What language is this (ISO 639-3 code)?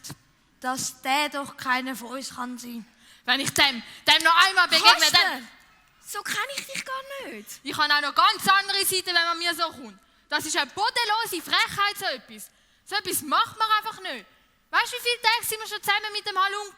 gsw